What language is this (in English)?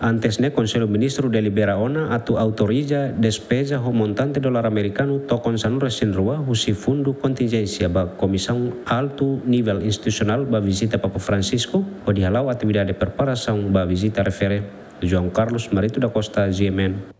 Tetum